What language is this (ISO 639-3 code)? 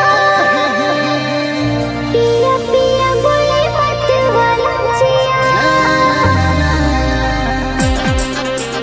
sck